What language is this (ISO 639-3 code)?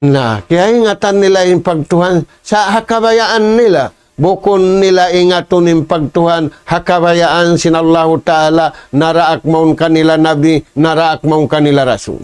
tsg